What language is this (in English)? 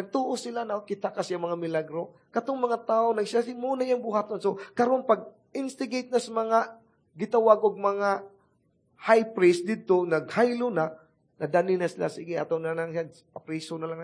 Cebuano